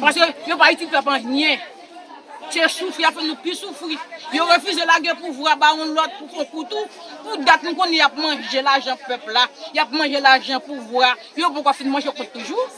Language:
Haitian Creole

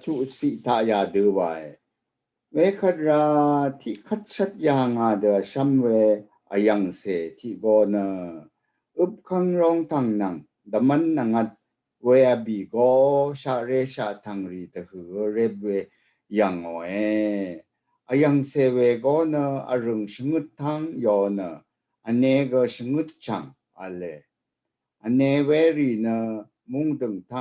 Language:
Rawang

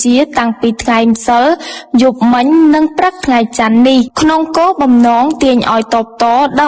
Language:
Khmer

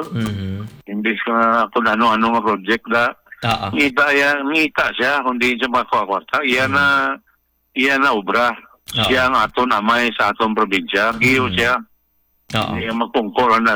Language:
Hiligaynon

